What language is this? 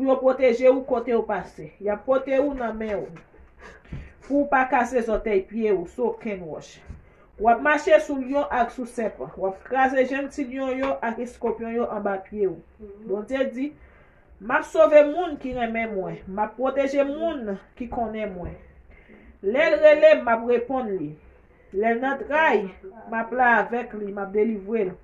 Haitian Creole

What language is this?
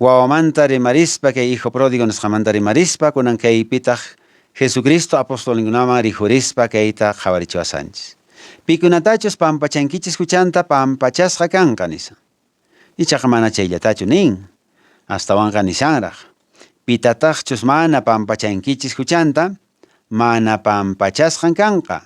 Quechua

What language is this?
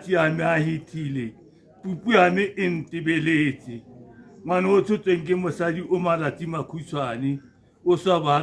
Tswana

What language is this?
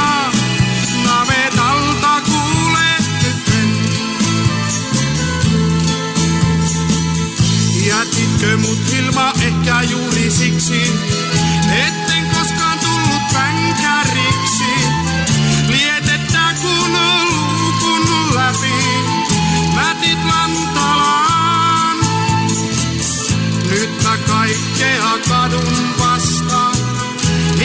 Finnish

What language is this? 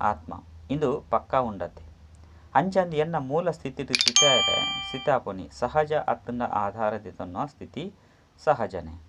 Tulu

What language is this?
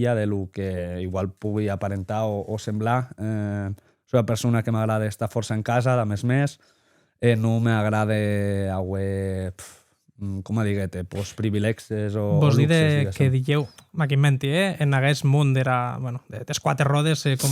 Occitan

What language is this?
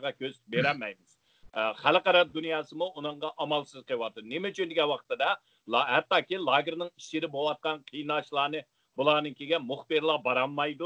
Uyghur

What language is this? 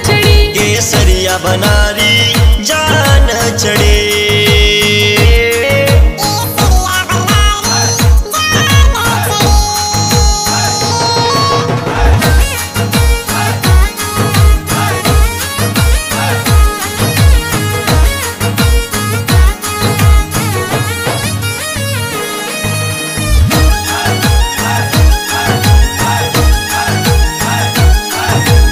Bhojpuri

